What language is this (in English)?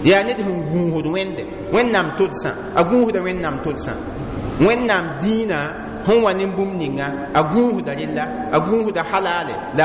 Mossi